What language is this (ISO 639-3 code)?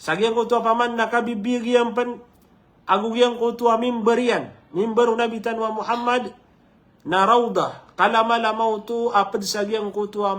mrw